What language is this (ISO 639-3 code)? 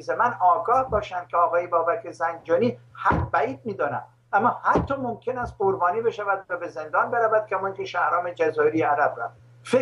fas